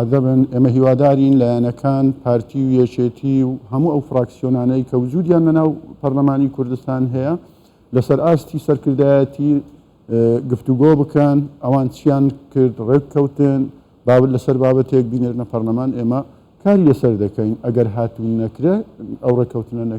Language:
Central Kurdish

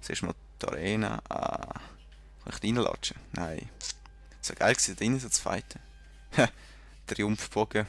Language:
Swiss German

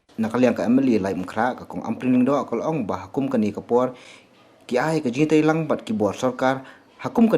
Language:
Khasi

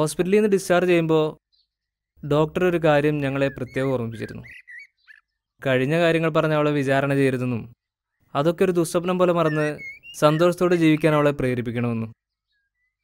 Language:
Malayalam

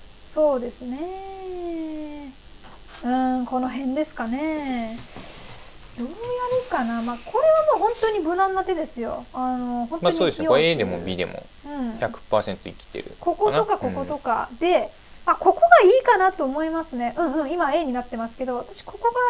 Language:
Japanese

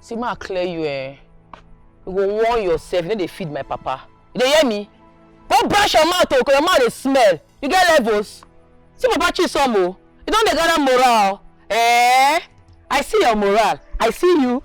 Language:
Nigerian Pidgin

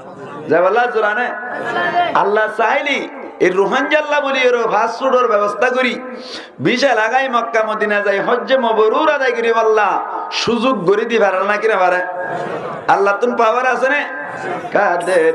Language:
Rohingya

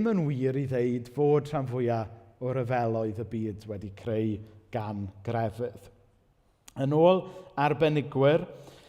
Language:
Welsh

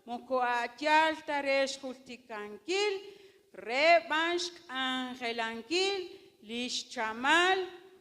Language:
Kekchí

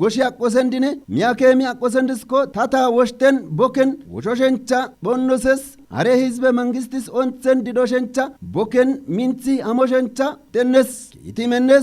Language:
Kafa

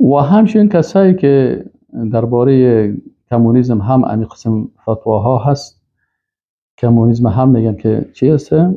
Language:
Persian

